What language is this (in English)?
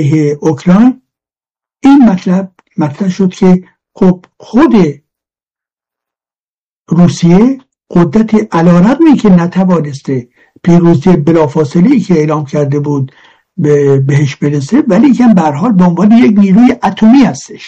Persian